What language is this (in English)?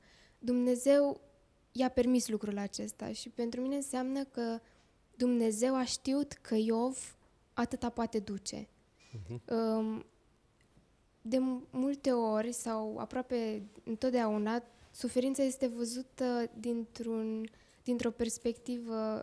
Romanian